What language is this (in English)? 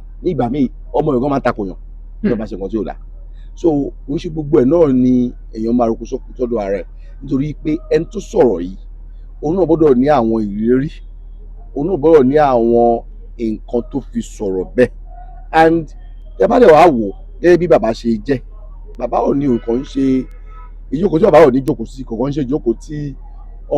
Yoruba